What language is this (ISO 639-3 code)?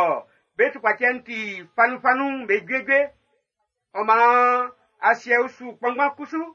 bci